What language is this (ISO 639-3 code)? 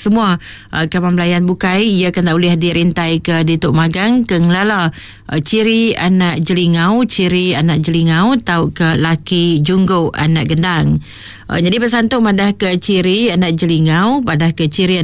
iba